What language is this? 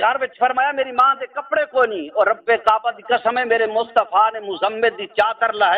Saraiki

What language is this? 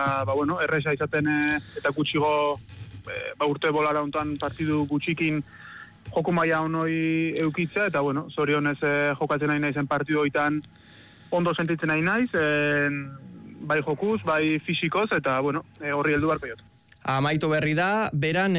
Basque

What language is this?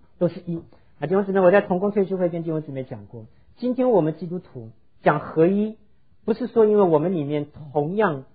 Chinese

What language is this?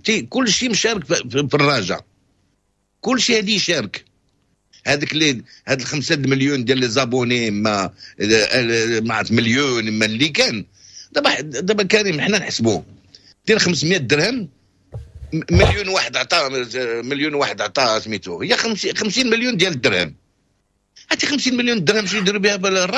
Moroccan Arabic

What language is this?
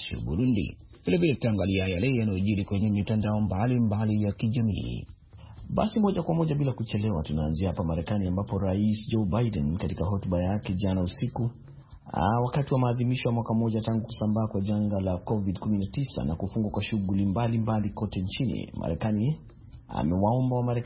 Swahili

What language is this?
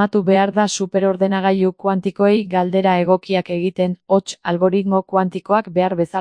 Basque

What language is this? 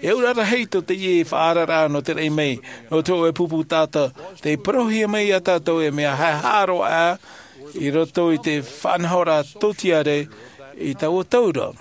Tahitian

